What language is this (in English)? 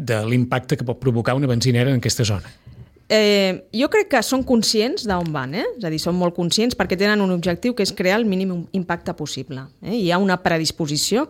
Catalan